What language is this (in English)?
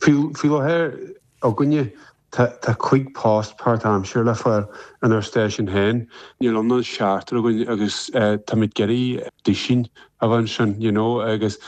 Irish